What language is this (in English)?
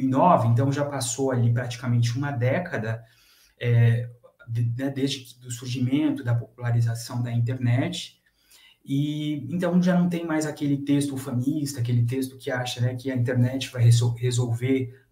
Portuguese